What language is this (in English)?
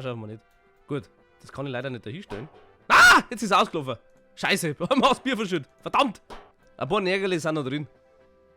Bavarian